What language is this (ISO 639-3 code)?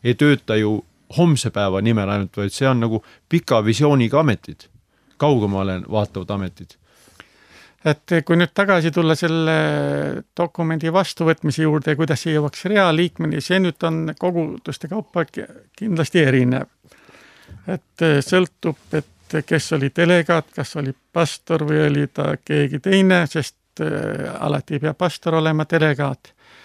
est